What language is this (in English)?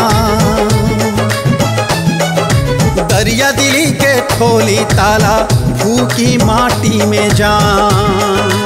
Bhojpuri